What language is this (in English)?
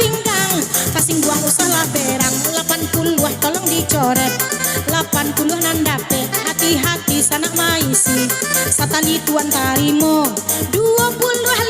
Minangkabau